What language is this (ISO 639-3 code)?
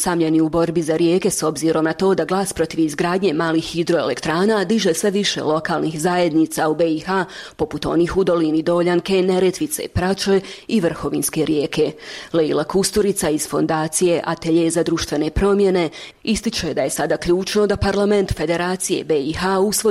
bos